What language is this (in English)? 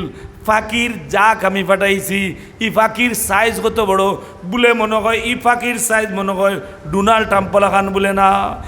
Sylheti